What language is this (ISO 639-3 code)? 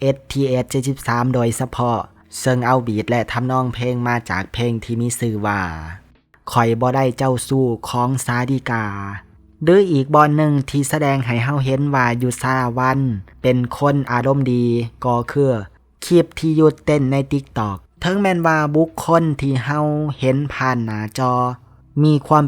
lao